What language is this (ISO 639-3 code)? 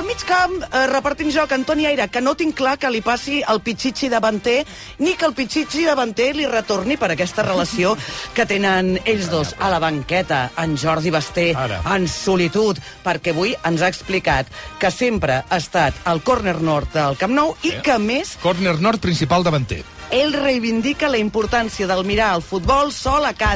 cat